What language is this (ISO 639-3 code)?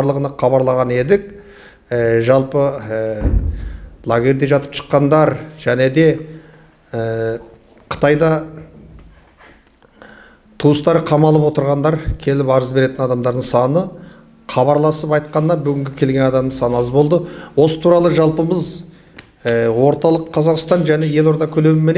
kaz